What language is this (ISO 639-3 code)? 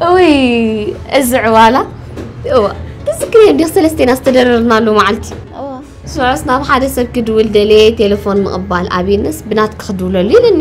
tir